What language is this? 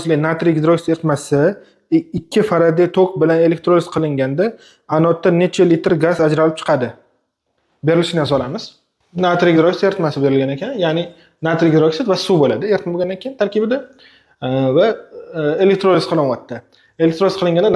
Uzbek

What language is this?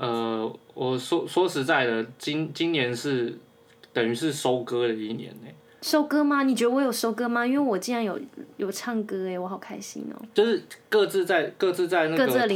Chinese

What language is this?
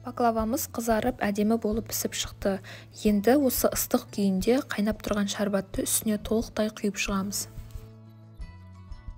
Kazakh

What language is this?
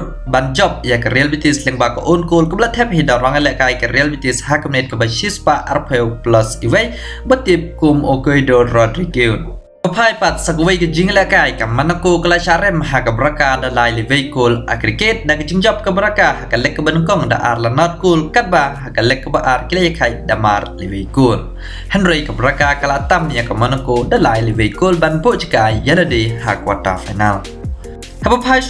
Khasi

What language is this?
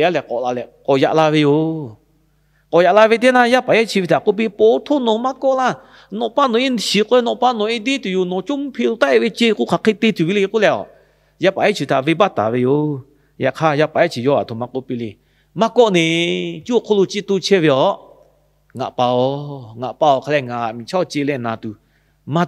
Lahu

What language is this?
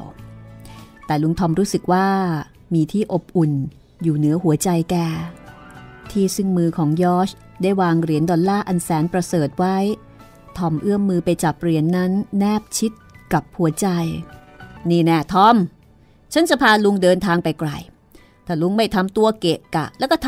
Thai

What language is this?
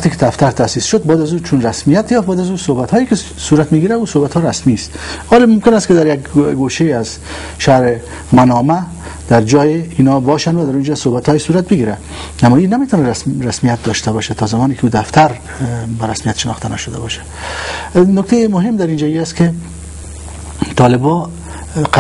Persian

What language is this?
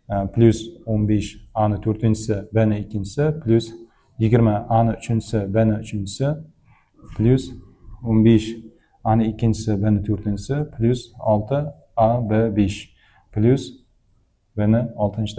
Uzbek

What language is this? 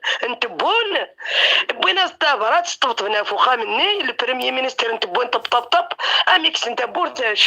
Kabyle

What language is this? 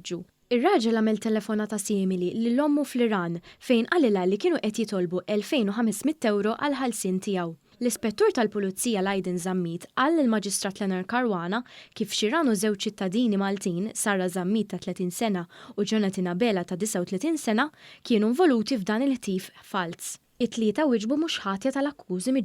Maltese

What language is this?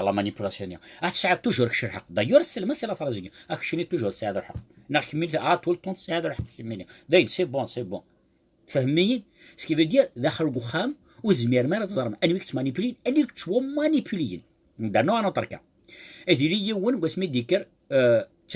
Kabyle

